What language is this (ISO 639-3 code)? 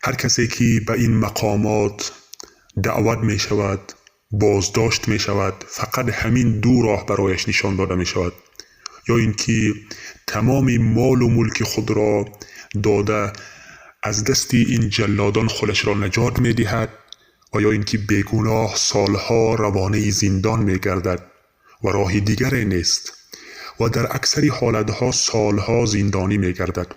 tgk